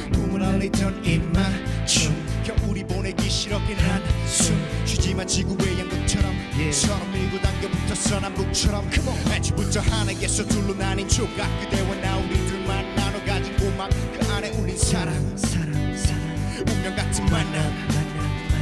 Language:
Korean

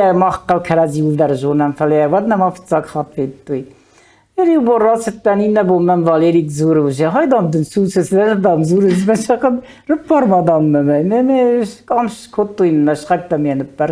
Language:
Ossetic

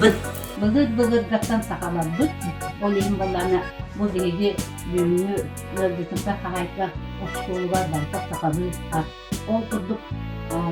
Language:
Yakut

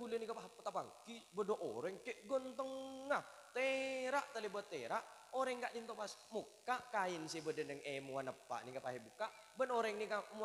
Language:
Madurese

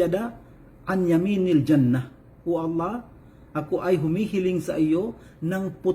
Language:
Maranao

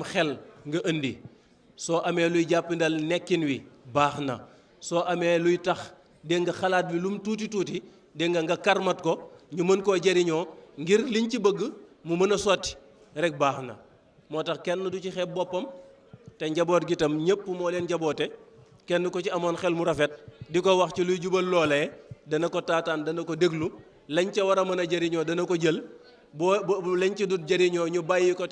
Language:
Wolof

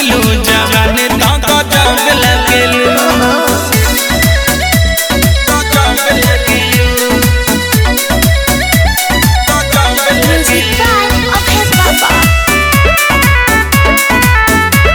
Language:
Bhojpuri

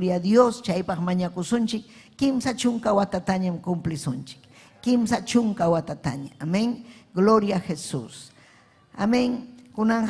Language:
Ayacucho Quechua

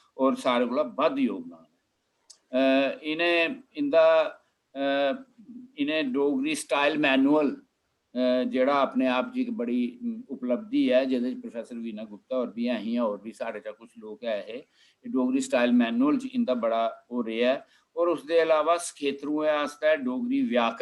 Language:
Dogri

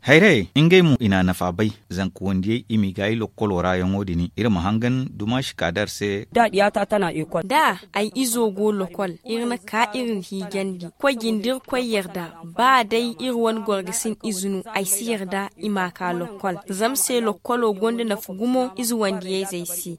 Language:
Zarma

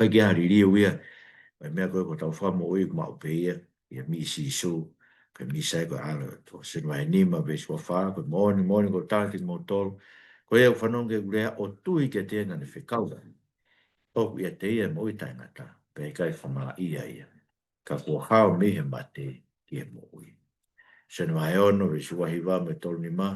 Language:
Tongan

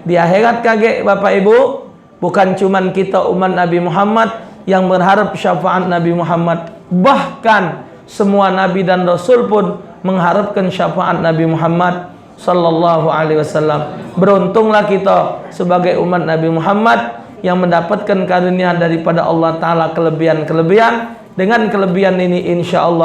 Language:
Musi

